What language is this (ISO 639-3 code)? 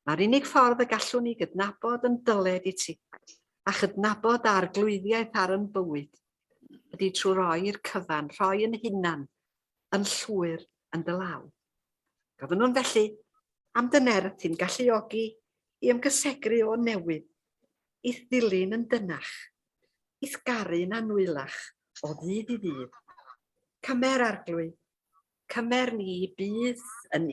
cym